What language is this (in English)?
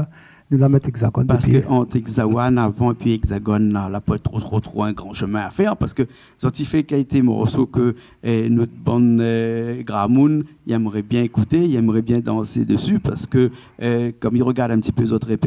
Réunion Creole French